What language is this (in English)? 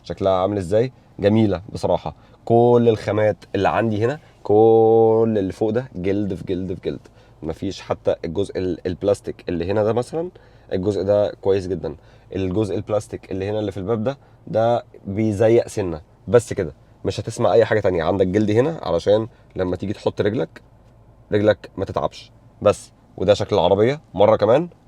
Egyptian Arabic